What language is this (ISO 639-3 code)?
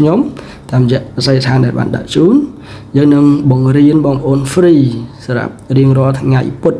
khm